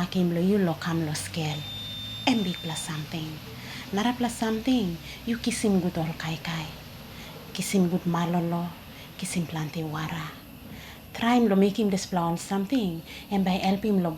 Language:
Tok Pisin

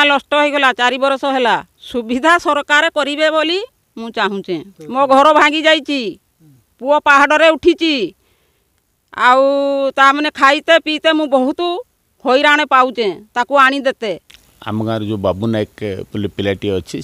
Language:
Odia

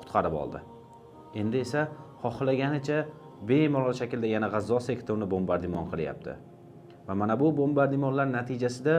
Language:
Uzbek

